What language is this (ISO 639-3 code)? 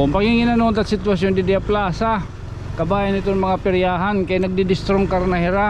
war